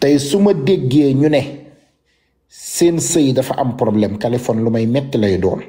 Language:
Wolof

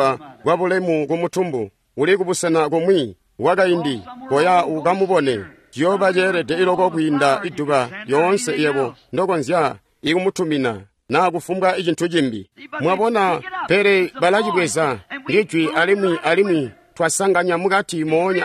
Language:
Tonga (Zambia)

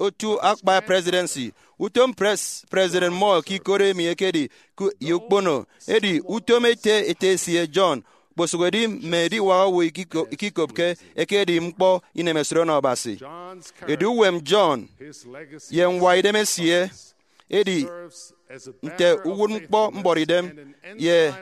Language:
Efik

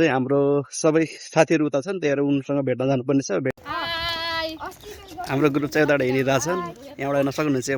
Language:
Nepali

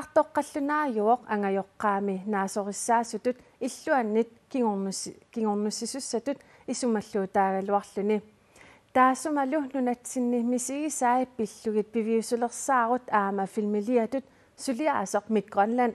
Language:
Kalaallisut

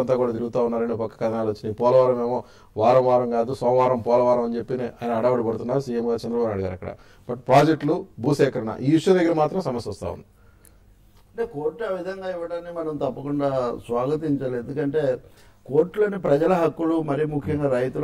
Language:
Telugu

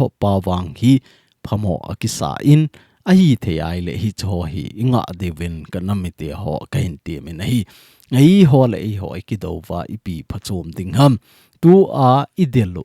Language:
Thado Chin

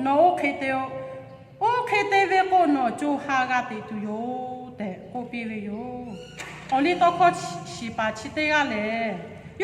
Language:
Lahu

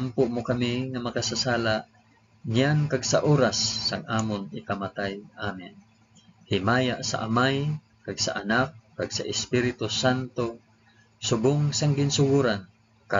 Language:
Hiligaynon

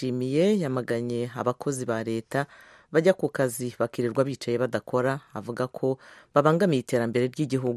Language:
Kinyarwanda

